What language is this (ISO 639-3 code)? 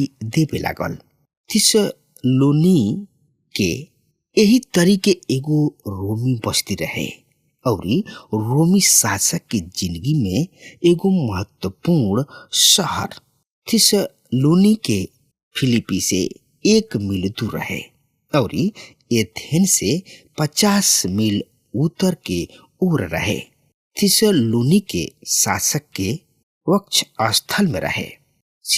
bho